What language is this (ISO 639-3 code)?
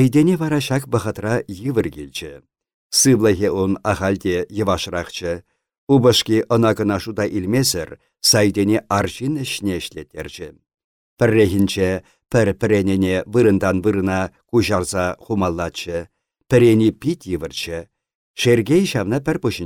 chv